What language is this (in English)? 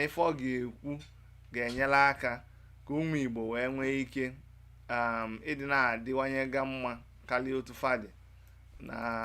Igbo